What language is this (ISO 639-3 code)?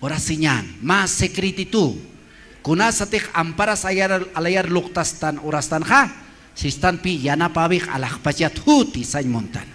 aym